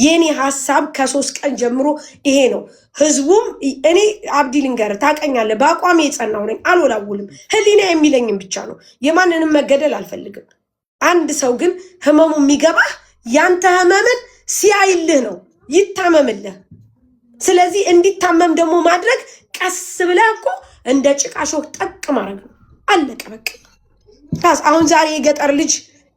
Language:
Amharic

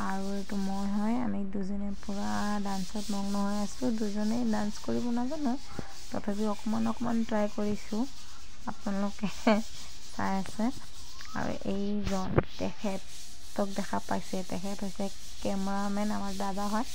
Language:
Assamese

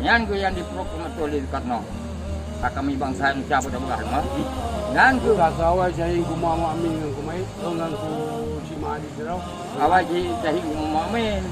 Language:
Achinese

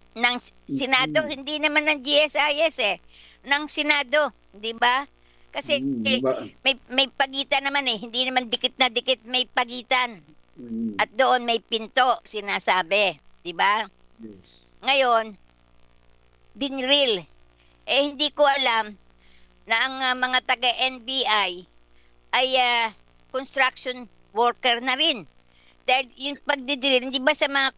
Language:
Filipino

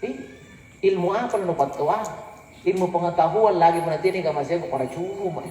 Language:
Makasar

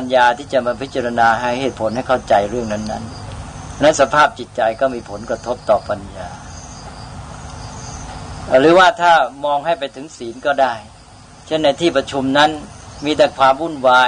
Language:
Thai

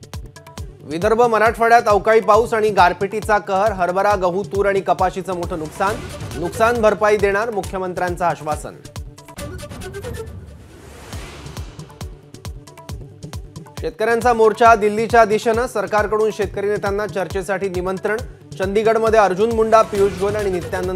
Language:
Marathi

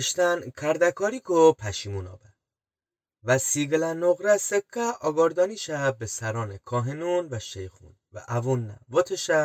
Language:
Gilaki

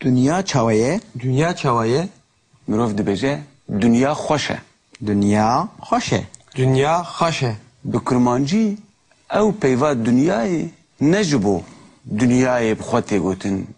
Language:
Kurdish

